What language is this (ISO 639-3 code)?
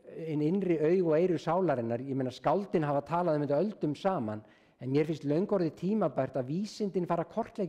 isl